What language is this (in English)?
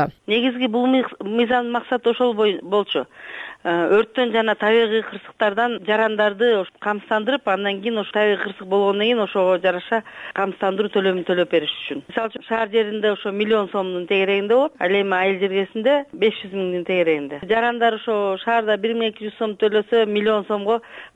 Kyrgyz